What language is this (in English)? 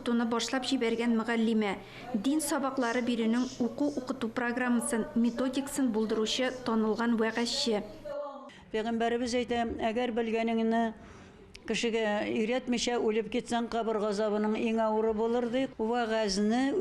Tatar